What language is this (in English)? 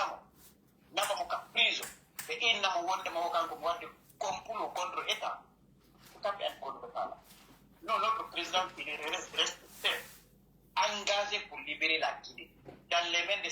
Pular